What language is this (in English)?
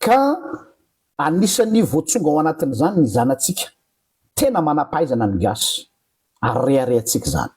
Malagasy